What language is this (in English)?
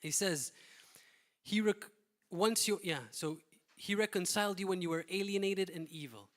English